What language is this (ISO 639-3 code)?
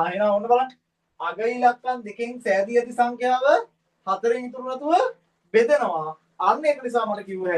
sin